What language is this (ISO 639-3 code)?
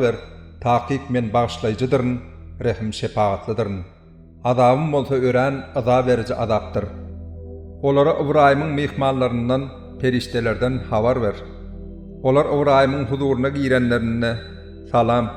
tuk